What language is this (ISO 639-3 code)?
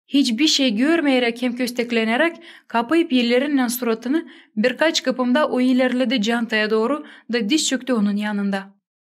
gag